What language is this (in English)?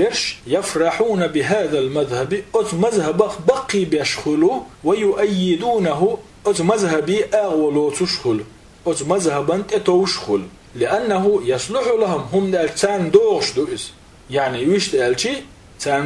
Chechen